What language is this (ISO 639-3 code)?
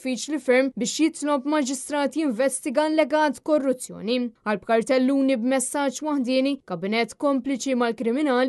mlt